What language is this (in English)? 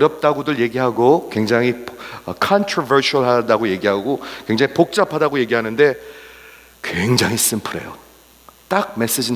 Korean